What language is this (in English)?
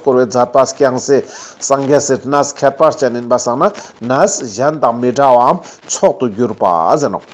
Ladakhi